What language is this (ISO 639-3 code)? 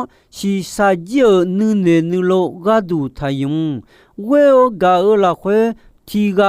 ahk